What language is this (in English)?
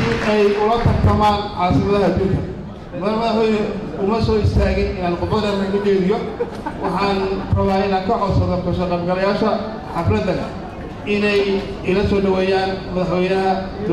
Somali